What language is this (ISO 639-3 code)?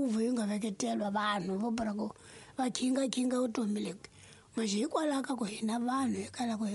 tso